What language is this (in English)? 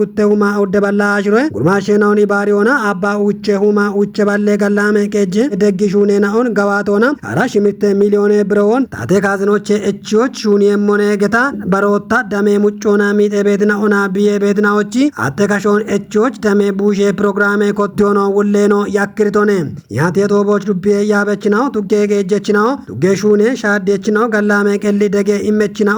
Kafa